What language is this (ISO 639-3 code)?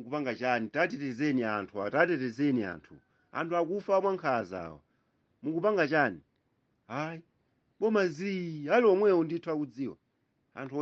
nya